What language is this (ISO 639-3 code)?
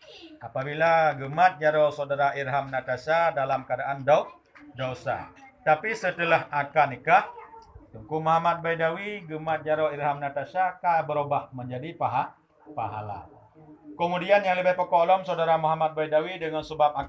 ace